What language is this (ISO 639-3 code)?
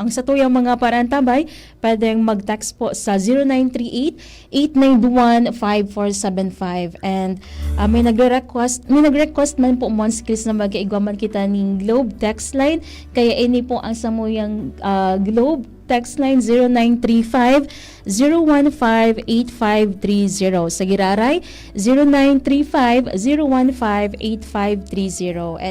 bik